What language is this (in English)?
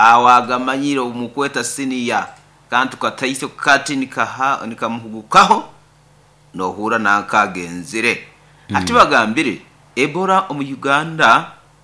Nyoro